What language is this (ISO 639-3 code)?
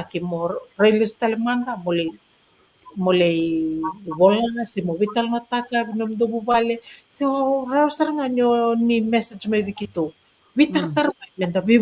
fij